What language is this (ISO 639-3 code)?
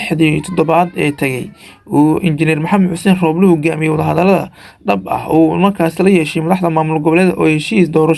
som